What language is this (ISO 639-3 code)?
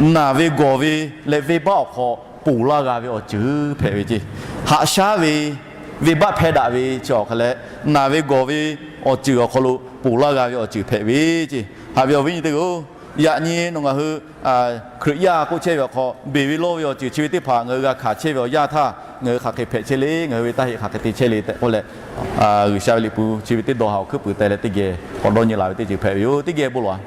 lhu